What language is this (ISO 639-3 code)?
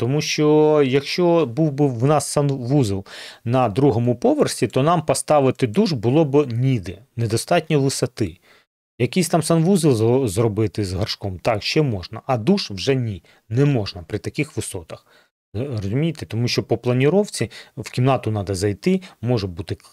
ukr